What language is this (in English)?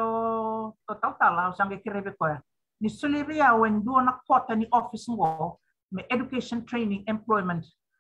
Fijian